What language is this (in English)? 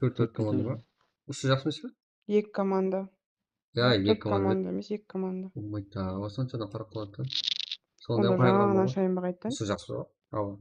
Kara-Kalpak